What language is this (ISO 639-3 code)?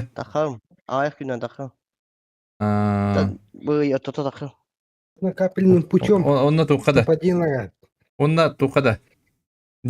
sah